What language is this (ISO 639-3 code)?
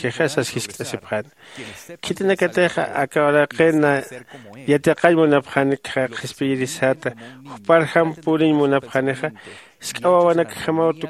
aym